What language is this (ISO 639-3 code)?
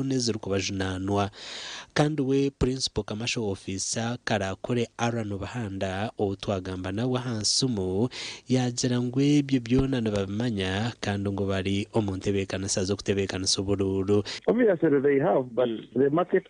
nyn